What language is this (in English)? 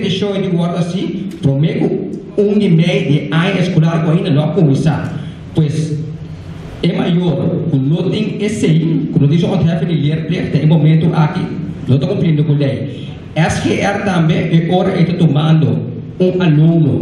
Papiamento